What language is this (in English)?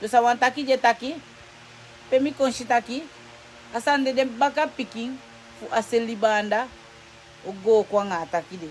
Sranan Tongo